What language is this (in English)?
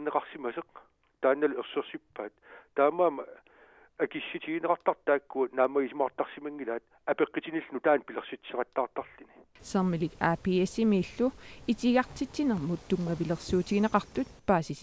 Kalaallisut